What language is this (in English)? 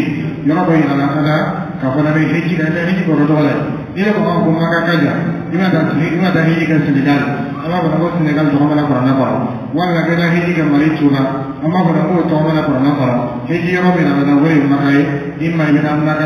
Dyula